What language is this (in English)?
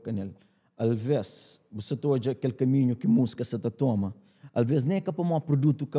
Kabuverdianu